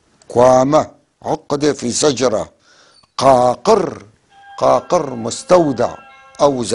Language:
North Levantine Arabic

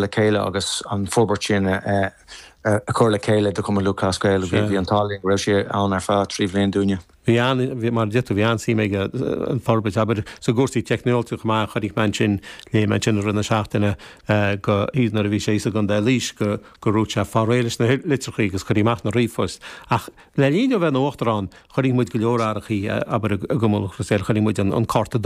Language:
Irish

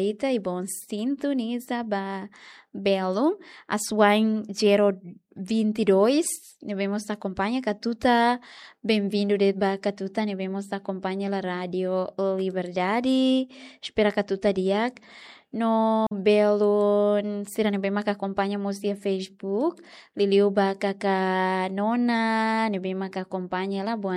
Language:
Tetum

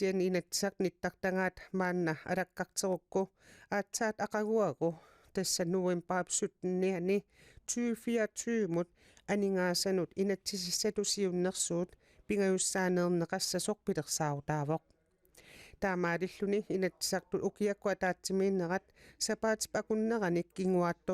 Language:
Kalaallisut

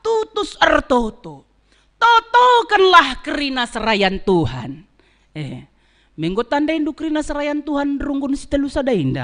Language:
Batak Karo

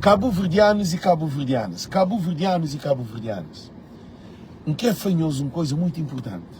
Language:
Kabuverdianu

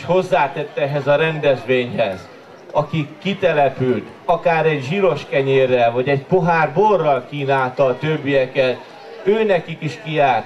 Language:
Hungarian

